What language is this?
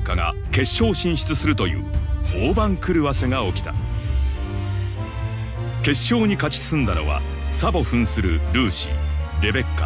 Japanese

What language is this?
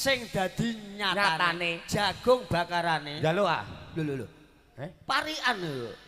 Javanese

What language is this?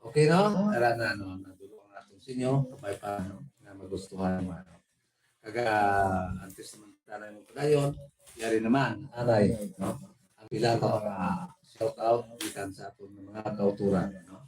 Hiligaynon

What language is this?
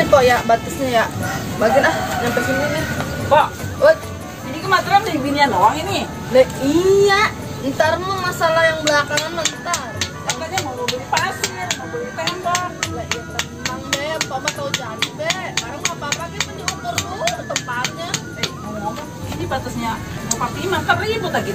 Betawi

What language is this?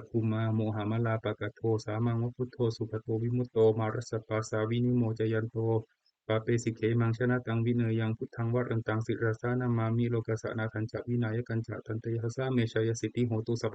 Pali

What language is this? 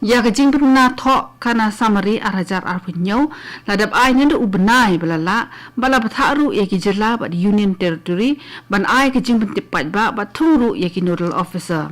Khasi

